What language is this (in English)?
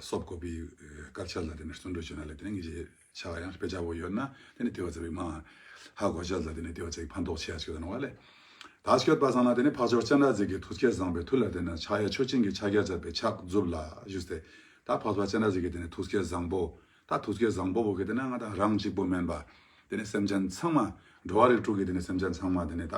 Ladakhi